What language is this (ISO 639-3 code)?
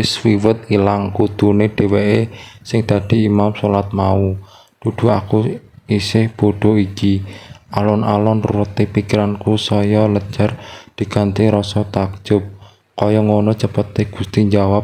jav